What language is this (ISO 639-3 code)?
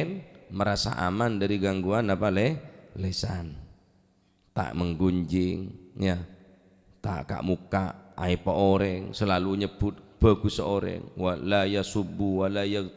mad